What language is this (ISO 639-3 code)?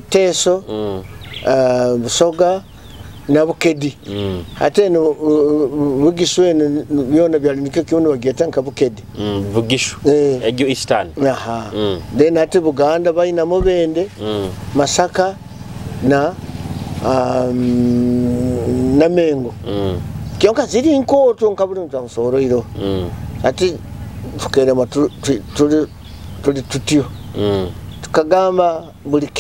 nyo